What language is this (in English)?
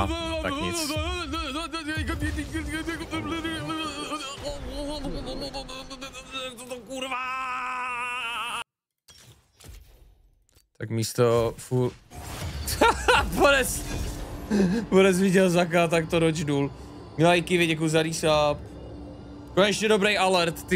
Czech